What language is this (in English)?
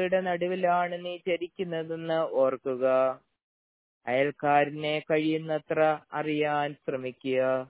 Malayalam